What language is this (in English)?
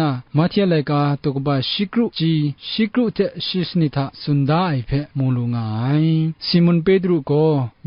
Kachin